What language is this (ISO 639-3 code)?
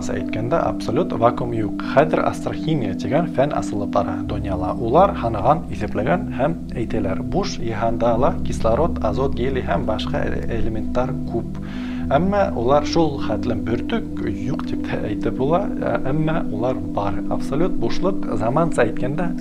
bak